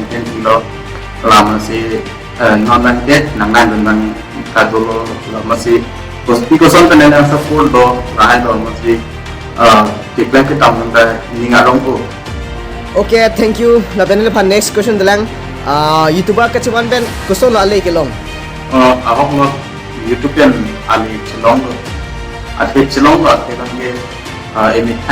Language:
Karbi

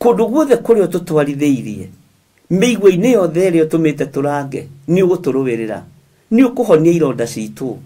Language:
Kikuyu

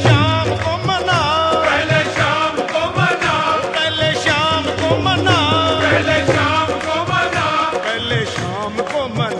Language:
Hindi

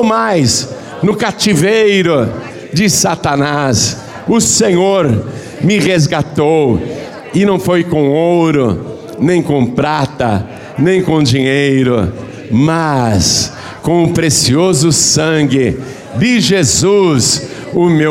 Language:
Portuguese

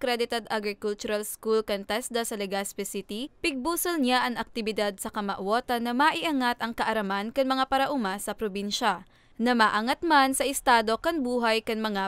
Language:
Bikol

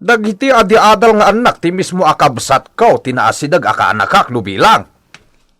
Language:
Iloko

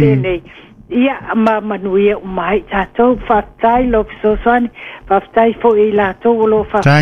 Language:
Samoan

